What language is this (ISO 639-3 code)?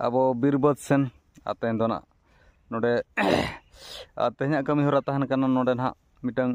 sat